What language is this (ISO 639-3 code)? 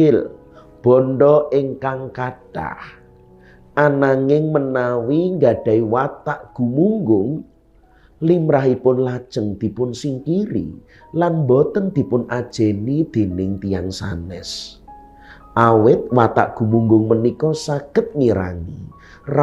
jav